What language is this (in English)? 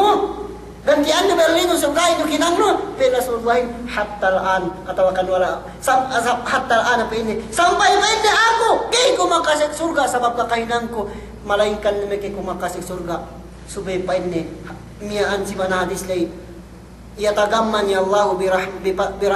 Yakan